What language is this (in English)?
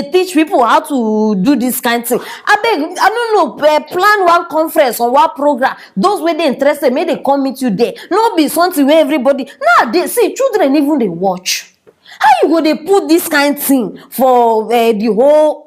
Nigerian Pidgin